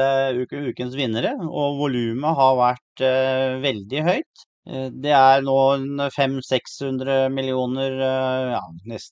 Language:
Norwegian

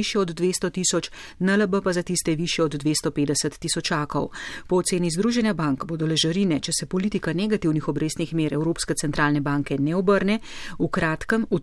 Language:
Slovenian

